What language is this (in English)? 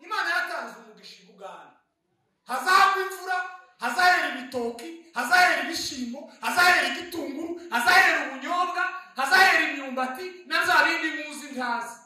Kinyarwanda